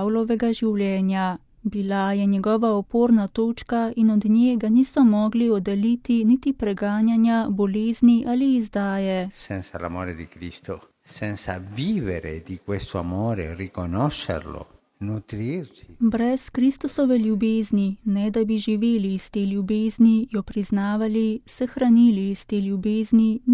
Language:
Slovenian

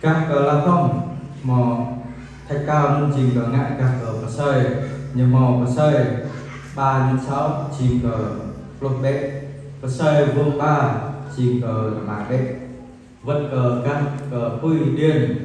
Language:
Jarai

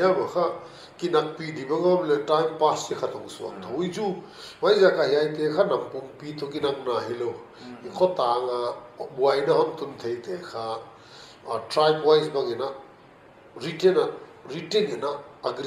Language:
Paite Chin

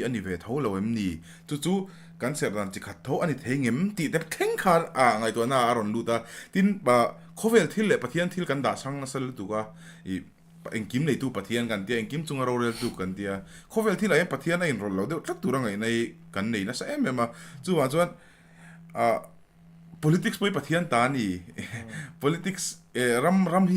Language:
Mizo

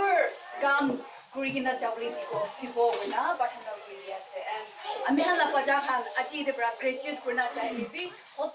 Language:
Naga Pidgin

